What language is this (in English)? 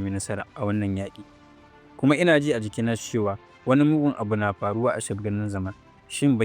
Hausa